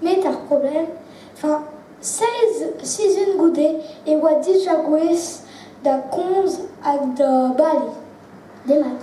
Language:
Breton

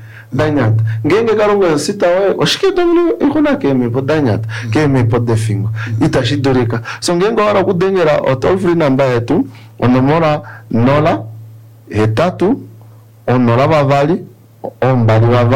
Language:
Kuanyama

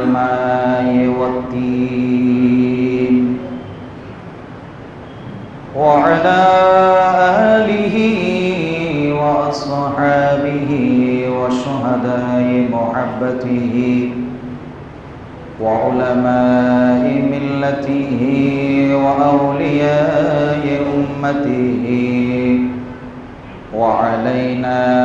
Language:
Bangla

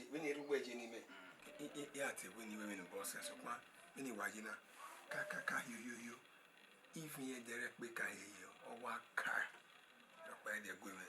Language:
Bini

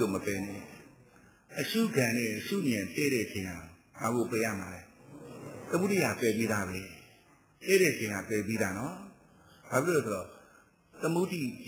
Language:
Burmese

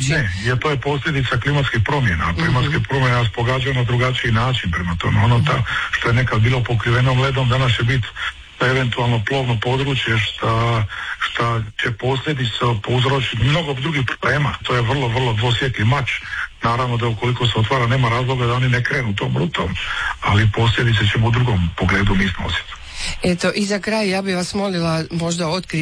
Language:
Croatian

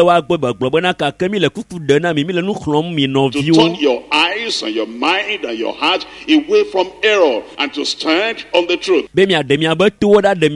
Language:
Ewe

